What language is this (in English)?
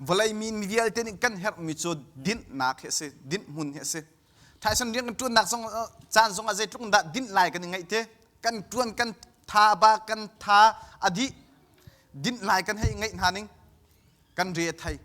Hakha Chin